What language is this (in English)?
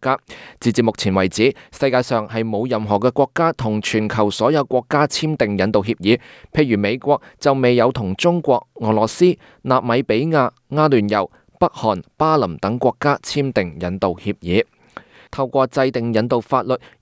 Cantonese